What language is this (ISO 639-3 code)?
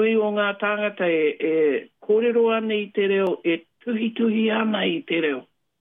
mri